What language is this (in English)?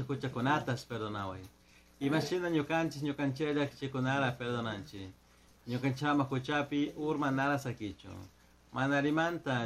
Chimborazo Highland Quichua